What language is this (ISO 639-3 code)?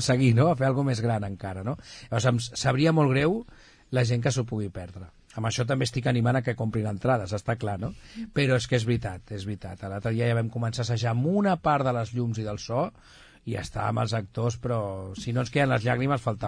cat